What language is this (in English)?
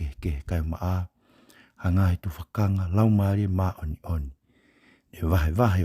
Tongan